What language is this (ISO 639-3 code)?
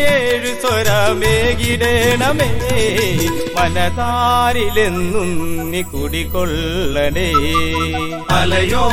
mal